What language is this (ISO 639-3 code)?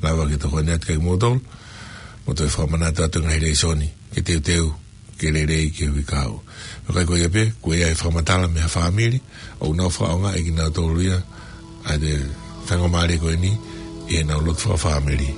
ton